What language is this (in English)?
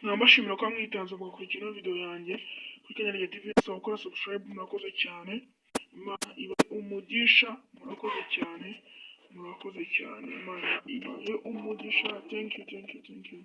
Kinyarwanda